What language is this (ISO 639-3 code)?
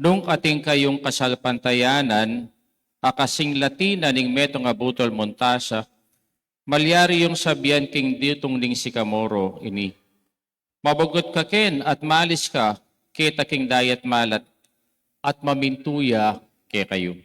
pam